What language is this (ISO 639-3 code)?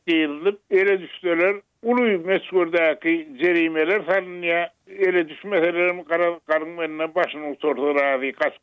tuk